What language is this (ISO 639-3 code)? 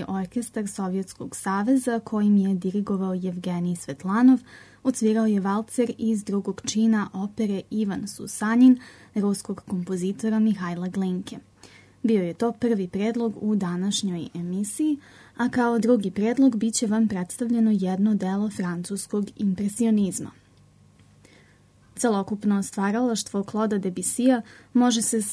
srp